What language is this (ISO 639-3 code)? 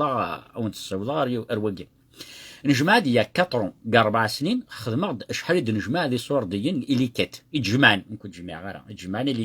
kab